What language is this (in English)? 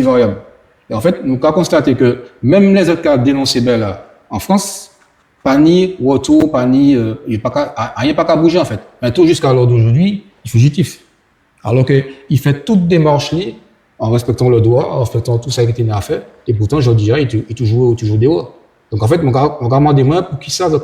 Guadeloupean Creole French